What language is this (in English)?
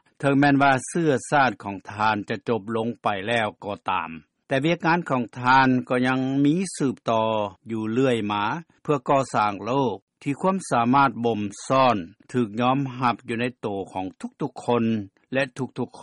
Lao